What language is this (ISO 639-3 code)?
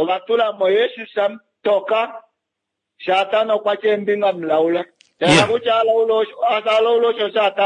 kua